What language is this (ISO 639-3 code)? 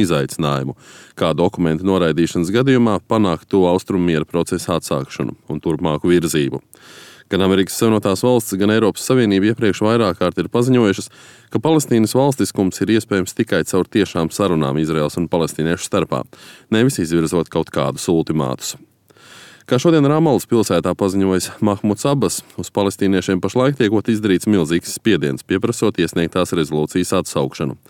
lav